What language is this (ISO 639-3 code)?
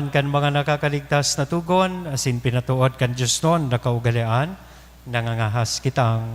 bik